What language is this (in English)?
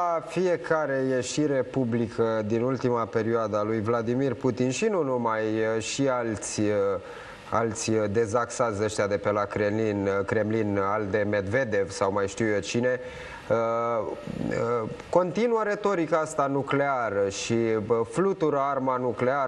Romanian